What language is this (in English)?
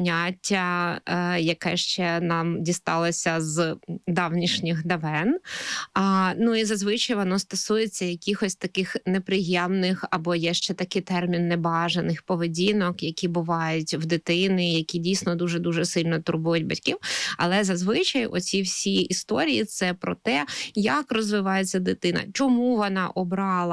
Ukrainian